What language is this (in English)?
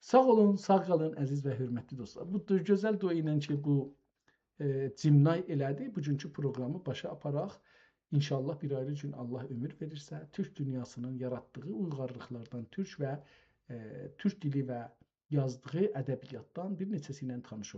South Azerbaijani